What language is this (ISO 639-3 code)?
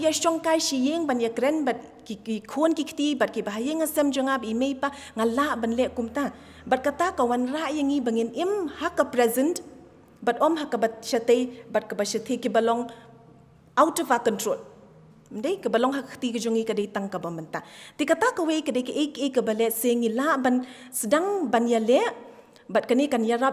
kha